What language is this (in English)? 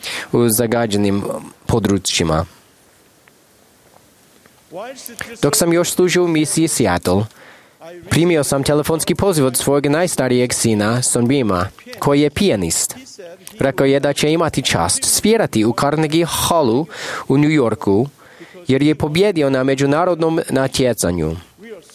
Croatian